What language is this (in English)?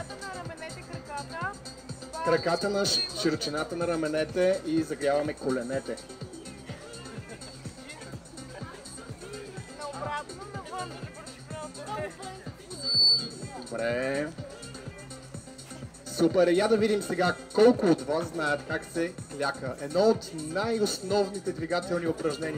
Bulgarian